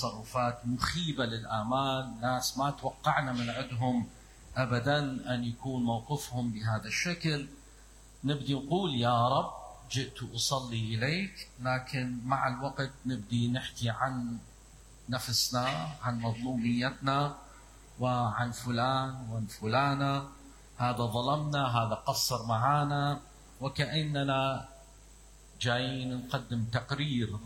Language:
Mesopotamian Arabic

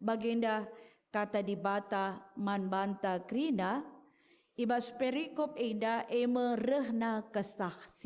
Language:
Batak Karo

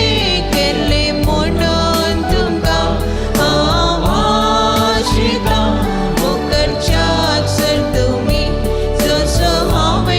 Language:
Konkani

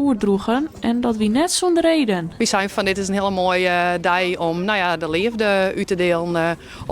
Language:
Western Frisian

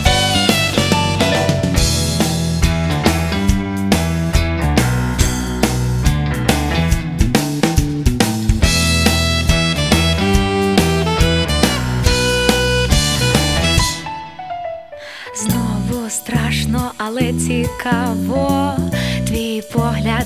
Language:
Ukrainian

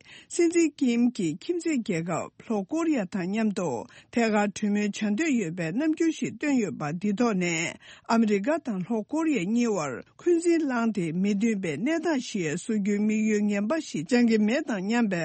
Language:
Tibetan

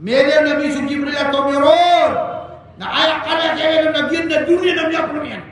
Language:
Maranao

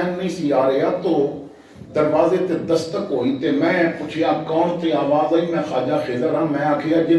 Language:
Western Panjabi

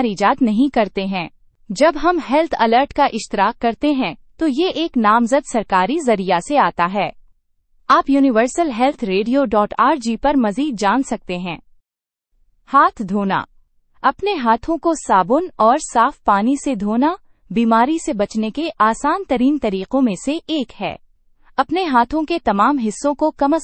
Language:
Urdu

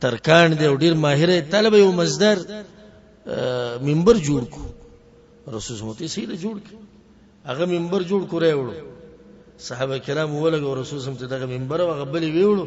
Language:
Pashto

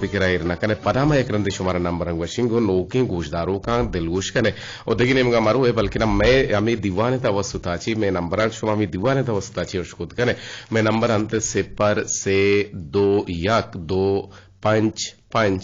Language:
Eastern Balochi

